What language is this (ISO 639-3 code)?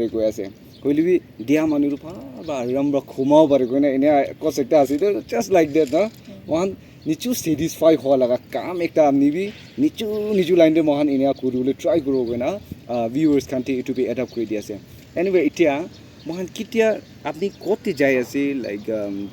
nag